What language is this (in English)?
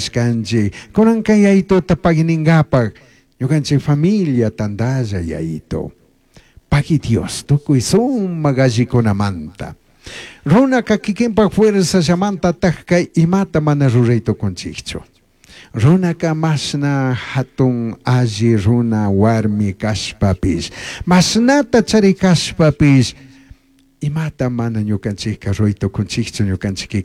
Chimborazo Highland Quichua